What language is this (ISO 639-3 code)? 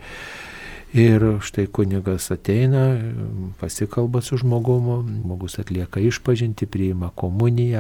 lit